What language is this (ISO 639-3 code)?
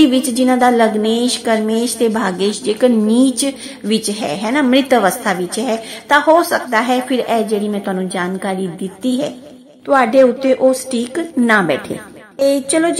pan